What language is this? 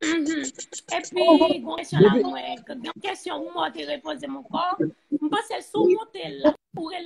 Haitian Creole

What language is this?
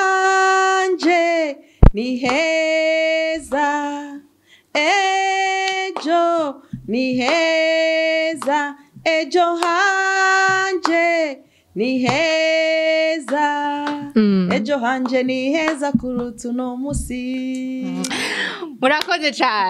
Rundi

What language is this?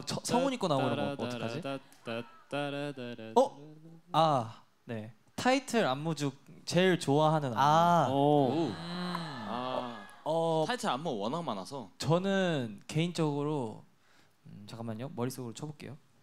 Korean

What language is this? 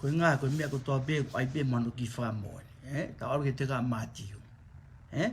Tongan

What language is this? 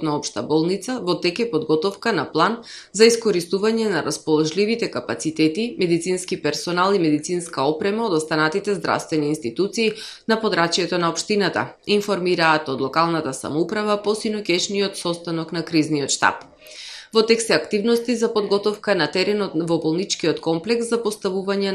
Macedonian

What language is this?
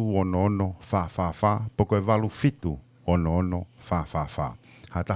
Tongan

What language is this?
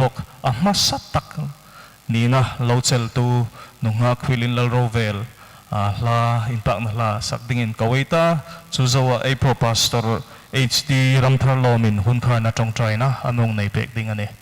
Hmar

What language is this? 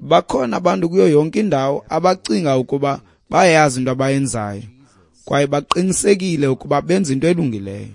Xhosa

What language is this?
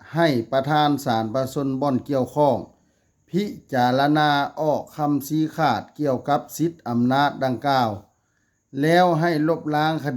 Lao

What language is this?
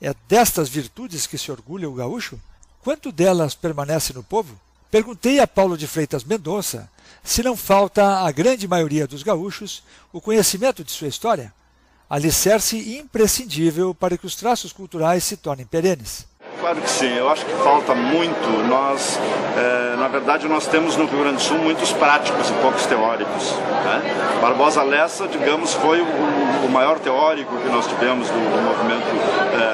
Portuguese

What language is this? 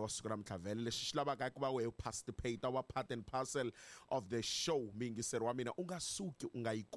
Tsonga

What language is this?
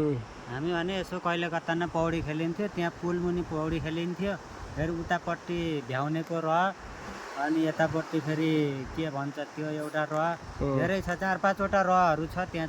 Nepali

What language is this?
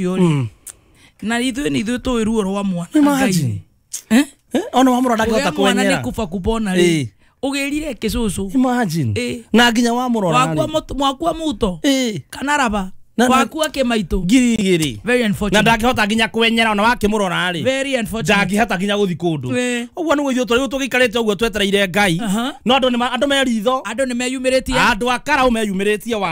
Kikuyu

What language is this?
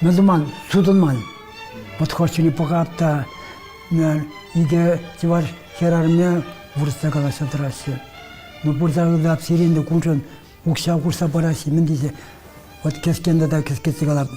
Chuvash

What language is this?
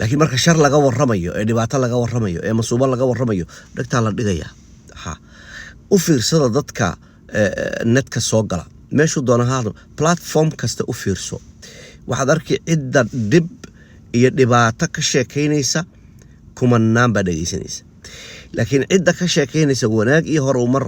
Somali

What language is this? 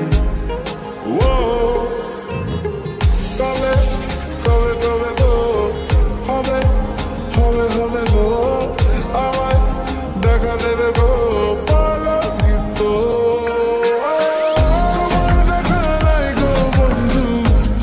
Bangla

